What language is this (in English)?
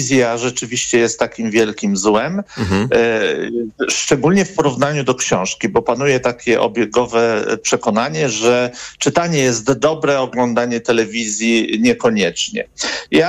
Polish